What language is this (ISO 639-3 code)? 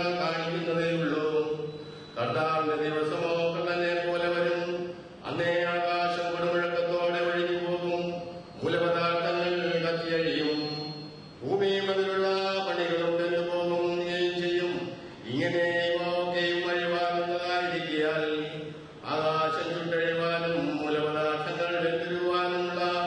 mal